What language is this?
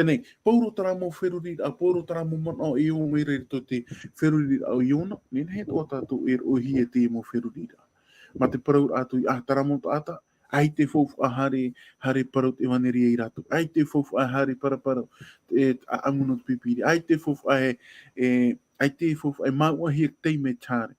Tahitian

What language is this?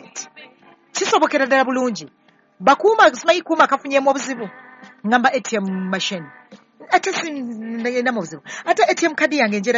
Ganda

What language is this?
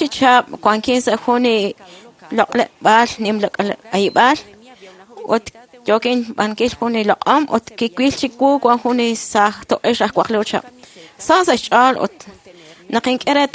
Kekchí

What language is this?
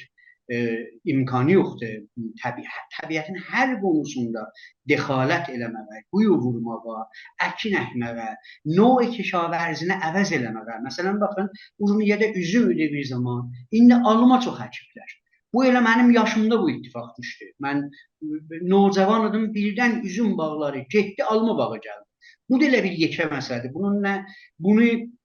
South Azerbaijani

